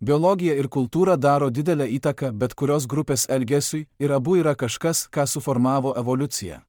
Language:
Lithuanian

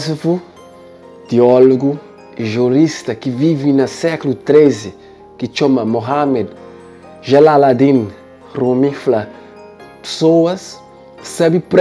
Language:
Kabuverdianu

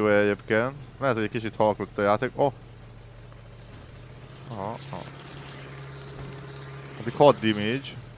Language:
Hungarian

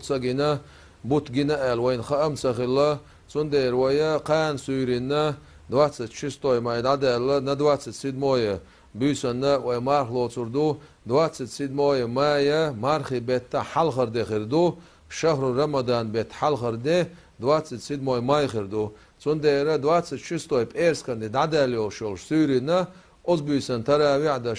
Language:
Chechen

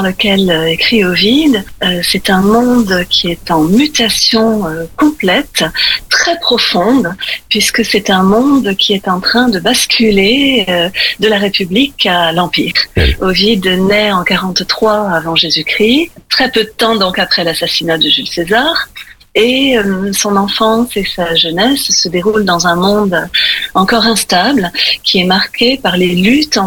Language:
French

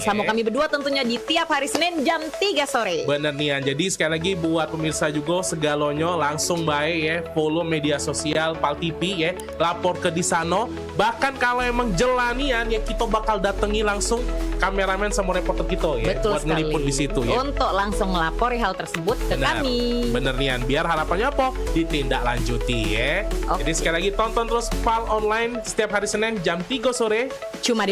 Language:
Musi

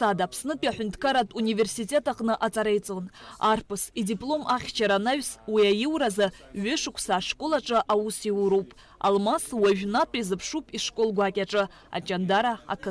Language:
Abkhazian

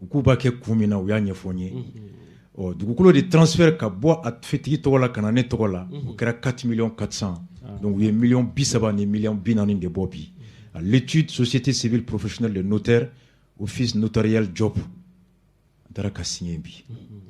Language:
Bambara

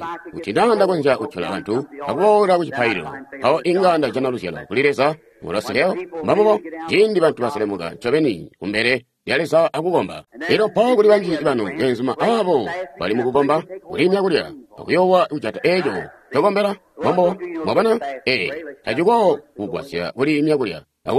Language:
Tonga (Zambia)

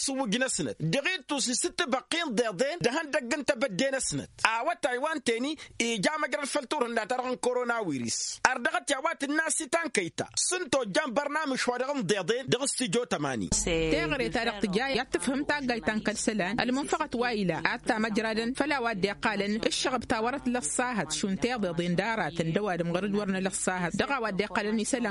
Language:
Tamasheq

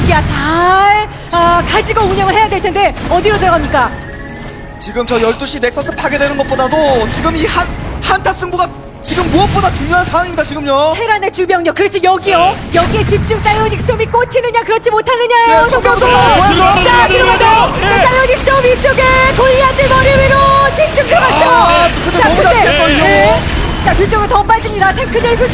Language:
Korean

